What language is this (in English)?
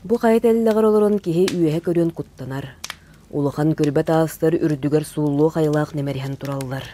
Yakut